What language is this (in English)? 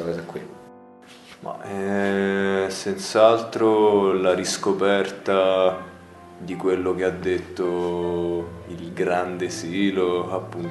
Italian